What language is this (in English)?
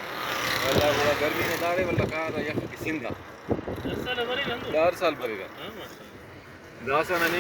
Brahui